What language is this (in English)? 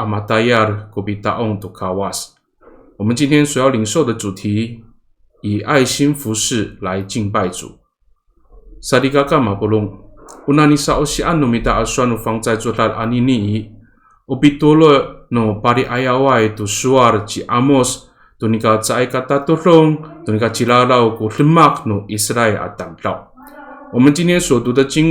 Amis